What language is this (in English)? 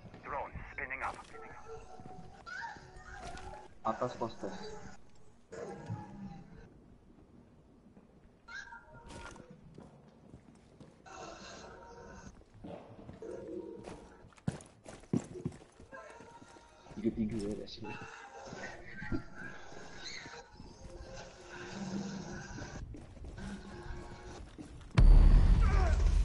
Malay